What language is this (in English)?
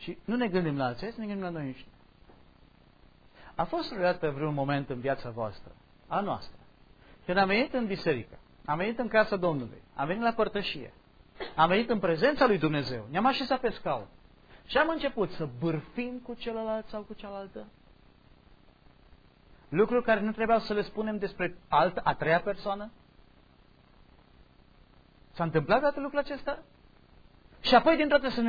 Romanian